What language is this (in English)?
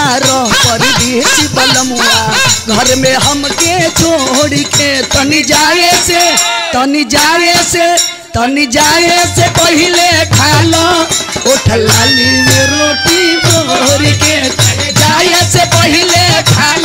Bhojpuri